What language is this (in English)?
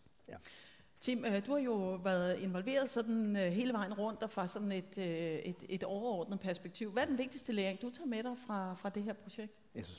Danish